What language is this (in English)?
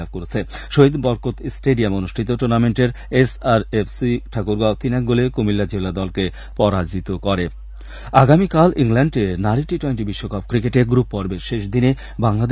Bangla